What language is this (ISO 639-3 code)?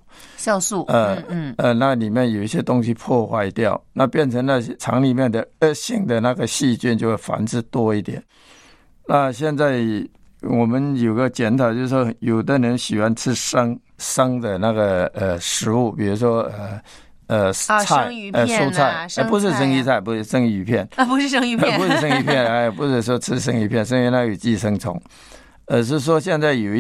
zho